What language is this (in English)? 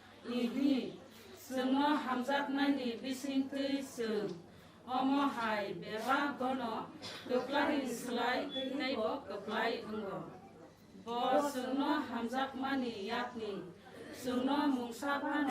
Kok Borok